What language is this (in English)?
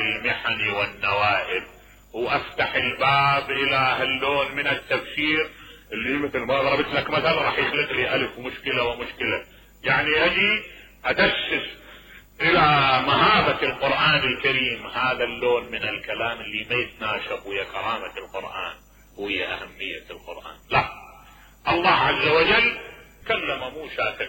Mesopotamian Arabic